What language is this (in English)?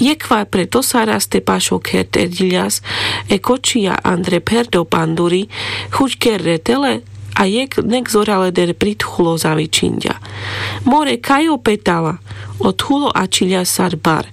Carpathian Romani